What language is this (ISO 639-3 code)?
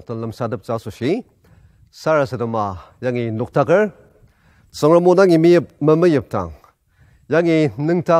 njo